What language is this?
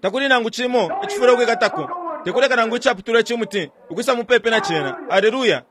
Bemba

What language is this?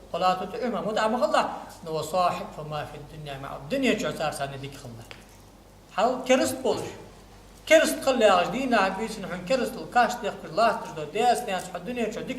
Ingush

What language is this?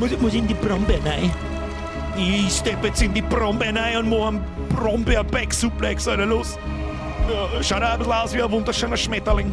Bavarian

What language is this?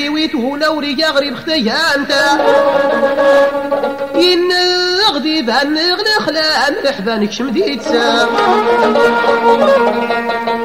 Tachelhit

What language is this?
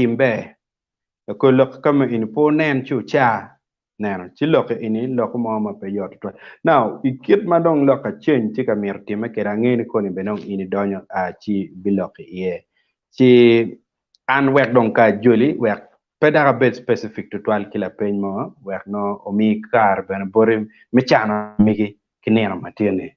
Acoli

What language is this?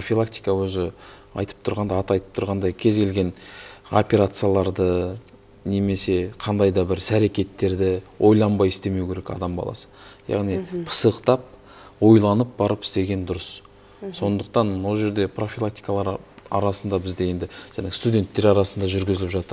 Kazakh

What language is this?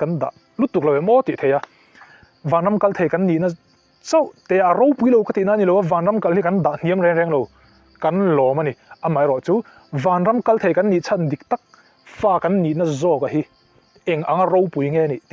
Mizo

